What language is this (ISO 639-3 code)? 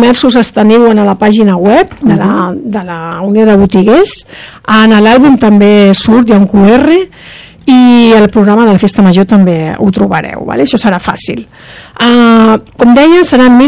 cat